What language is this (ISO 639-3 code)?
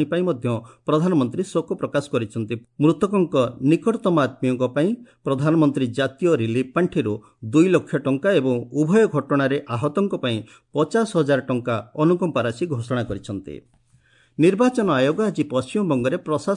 ori